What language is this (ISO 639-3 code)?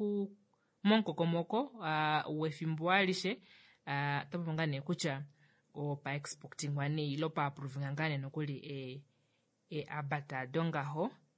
kua